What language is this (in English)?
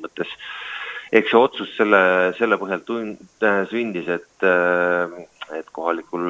Estonian